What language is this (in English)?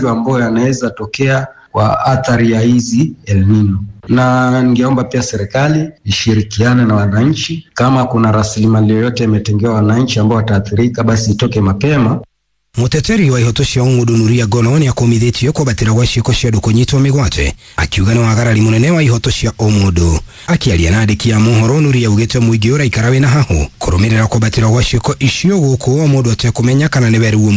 Kikuyu